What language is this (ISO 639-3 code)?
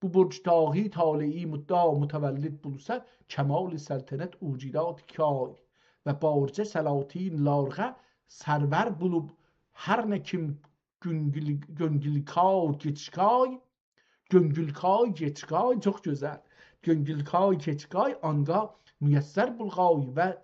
azb